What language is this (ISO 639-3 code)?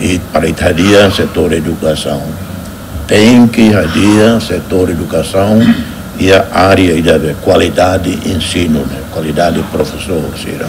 tet